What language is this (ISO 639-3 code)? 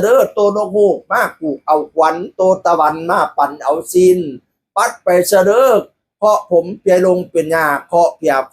tts